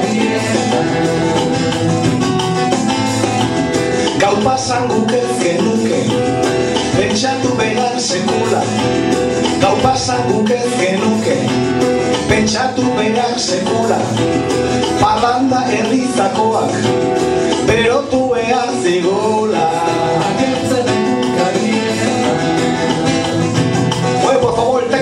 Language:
Basque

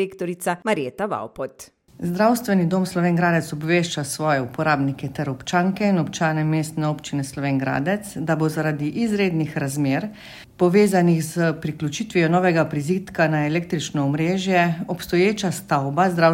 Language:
Slovenian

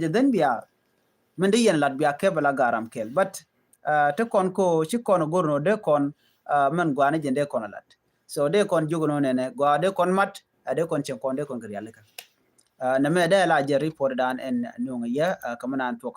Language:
Nuer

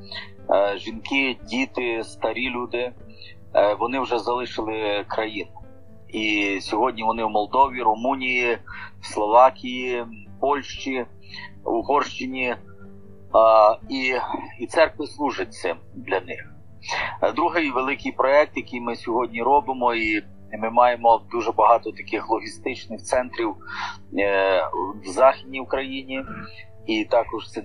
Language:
Ukrainian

